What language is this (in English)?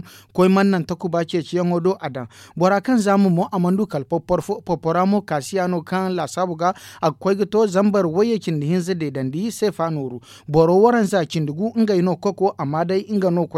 Zarma